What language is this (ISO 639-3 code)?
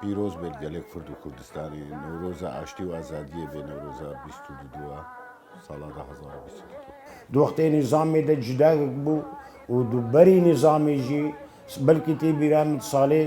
kur